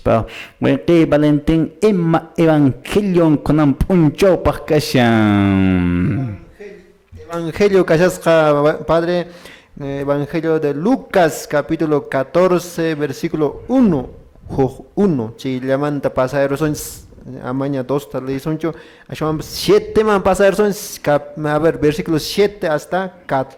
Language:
Quechua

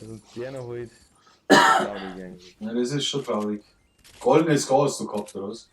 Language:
Bavarian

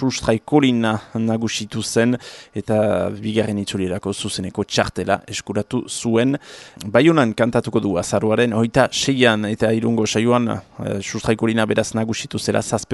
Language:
Basque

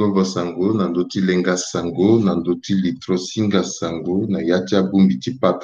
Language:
Sango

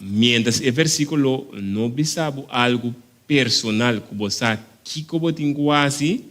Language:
Papiamento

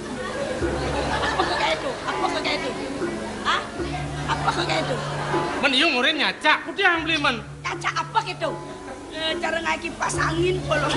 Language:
Balinese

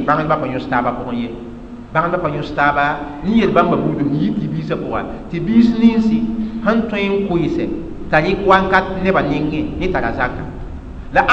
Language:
Mossi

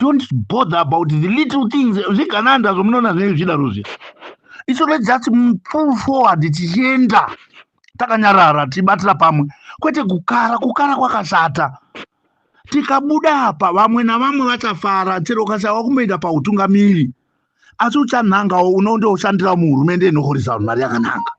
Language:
Shona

